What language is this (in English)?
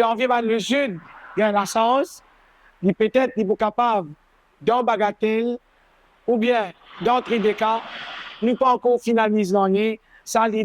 Morisyen